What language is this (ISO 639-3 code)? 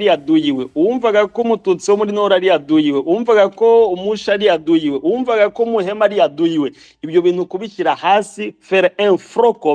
kin